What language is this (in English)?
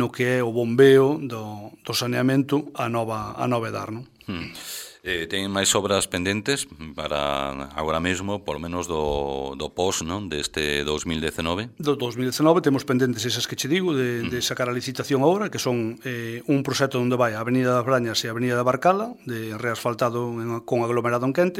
Galician